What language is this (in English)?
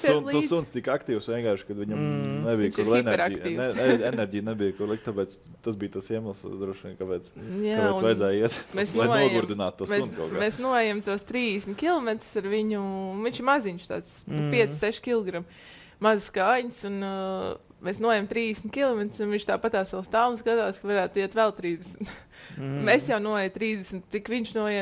Latvian